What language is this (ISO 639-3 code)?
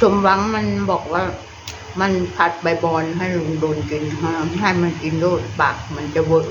tts